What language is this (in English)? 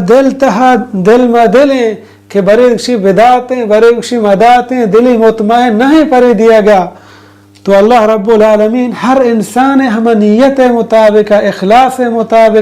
Baluchi